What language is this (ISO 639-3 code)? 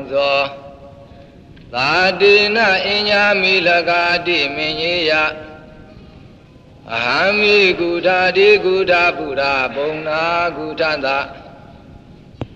mya